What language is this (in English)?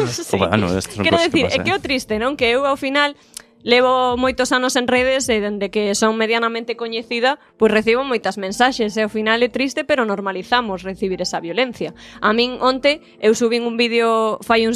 Galician